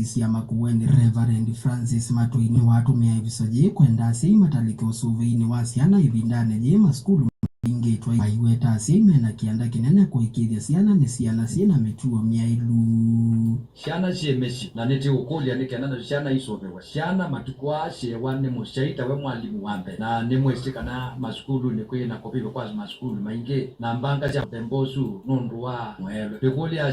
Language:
Kamba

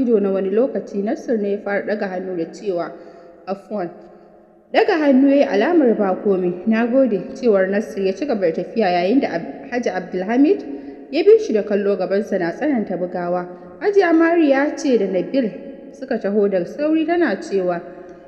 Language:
Hausa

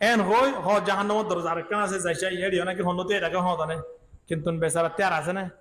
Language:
Rohingya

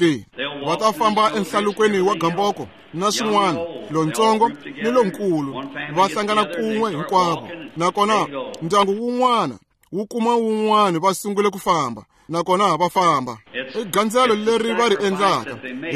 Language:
Tsonga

